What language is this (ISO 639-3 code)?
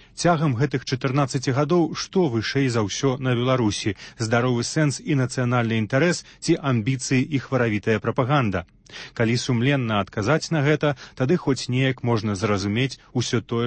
bel